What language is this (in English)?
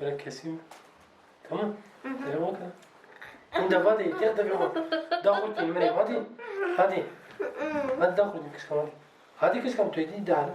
Kurdish